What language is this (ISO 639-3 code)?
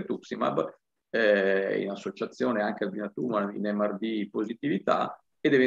ita